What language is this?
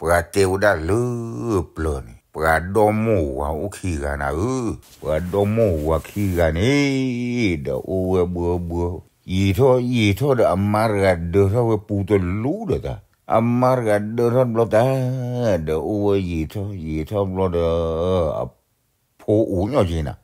S'gaw Karen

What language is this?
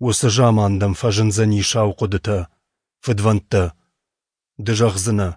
Ossetic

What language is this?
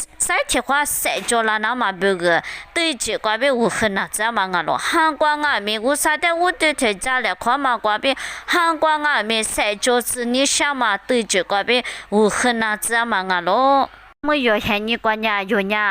Lisu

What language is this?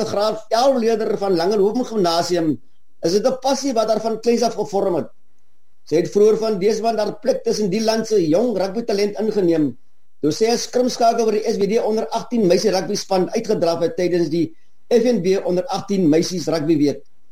Afrikaans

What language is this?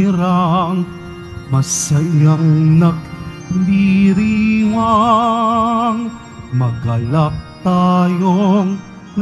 Filipino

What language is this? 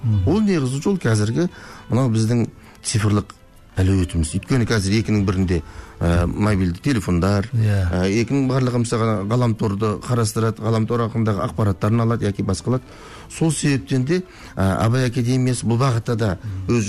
Kazakh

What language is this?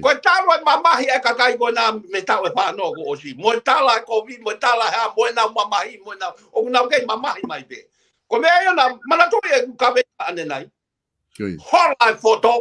Tongan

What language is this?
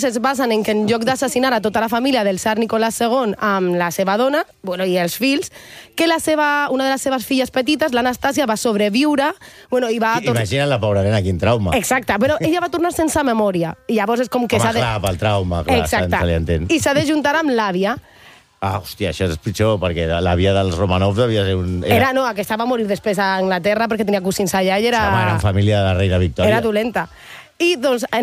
Catalan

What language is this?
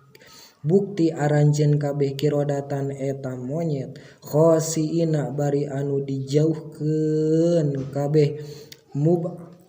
Sundanese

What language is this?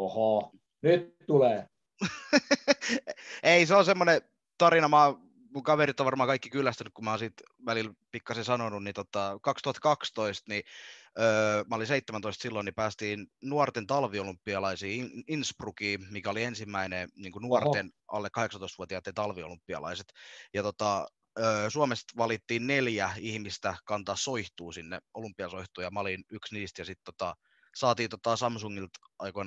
Finnish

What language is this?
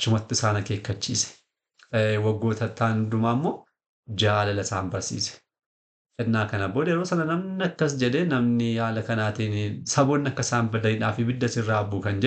Oromo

